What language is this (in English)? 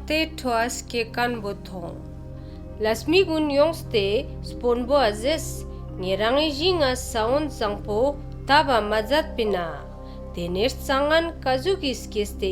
Ladakhi